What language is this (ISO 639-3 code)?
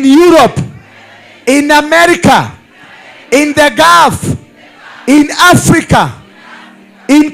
kik